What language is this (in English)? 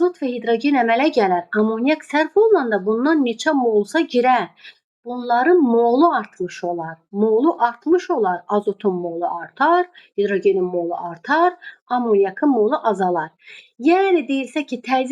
Azerbaijani